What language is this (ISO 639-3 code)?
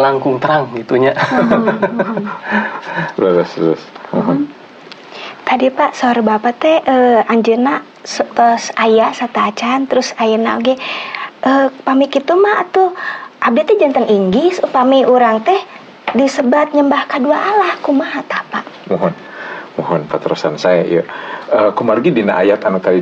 sun